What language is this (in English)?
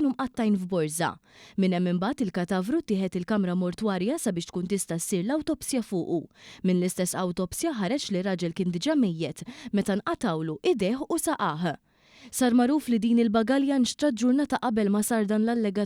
Maltese